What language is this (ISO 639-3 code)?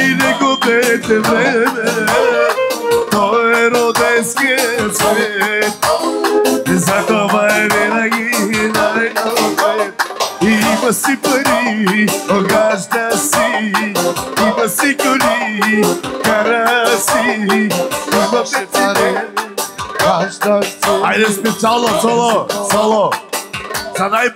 bul